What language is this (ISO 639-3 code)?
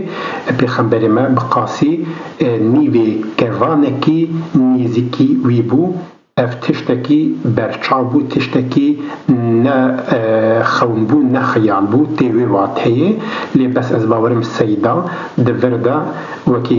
kur